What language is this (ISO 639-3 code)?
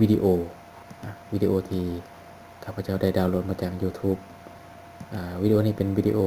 lao